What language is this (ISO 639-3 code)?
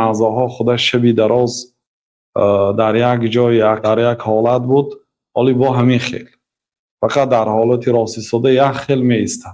tgk